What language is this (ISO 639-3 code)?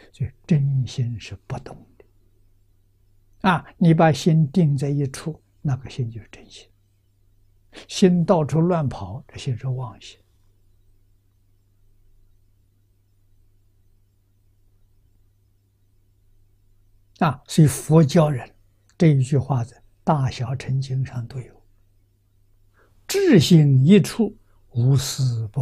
zho